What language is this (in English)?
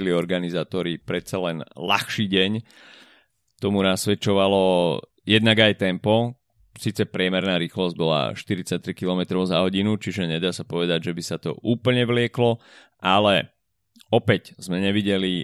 Slovak